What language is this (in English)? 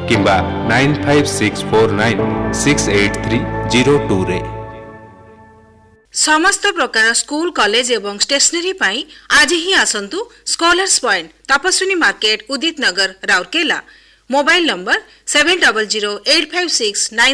Odia